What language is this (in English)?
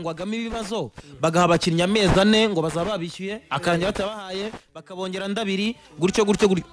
Kinyarwanda